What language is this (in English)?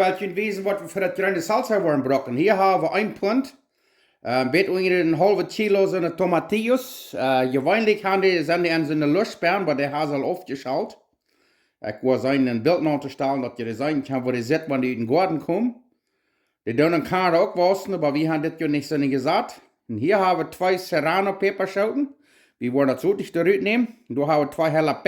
Plautdietsch